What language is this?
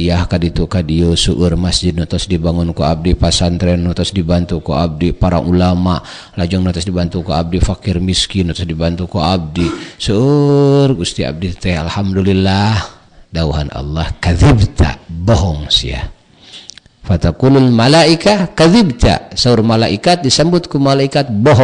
Sundanese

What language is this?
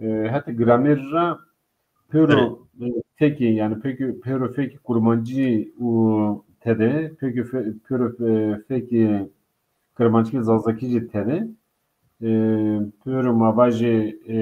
Zaza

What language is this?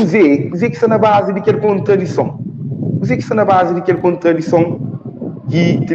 Kabuverdianu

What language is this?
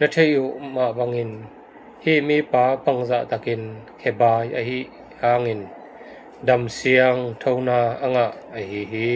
Tedim Chin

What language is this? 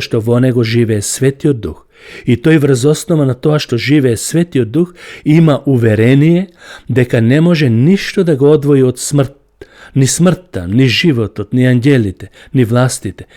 Macedonian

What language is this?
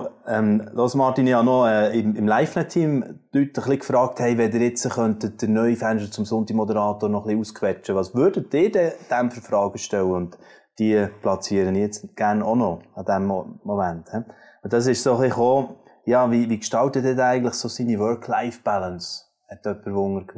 Swiss German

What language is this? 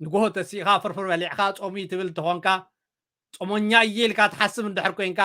Tigrinya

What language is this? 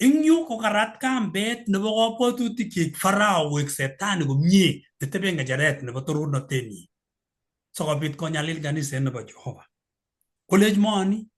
Kalenjin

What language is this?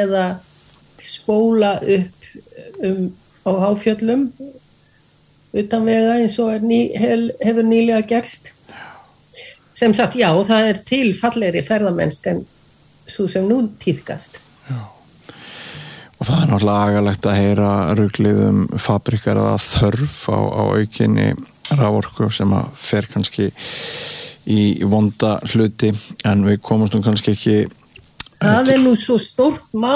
Icelandic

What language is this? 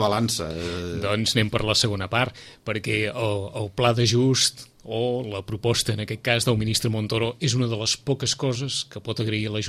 Catalan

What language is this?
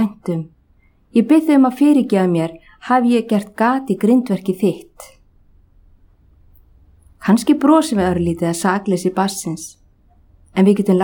Icelandic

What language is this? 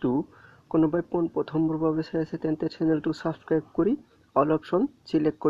Assamese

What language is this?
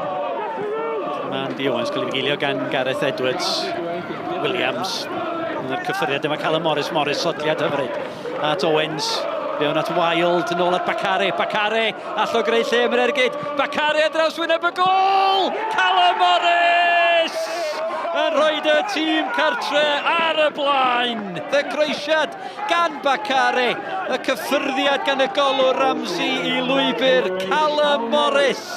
Welsh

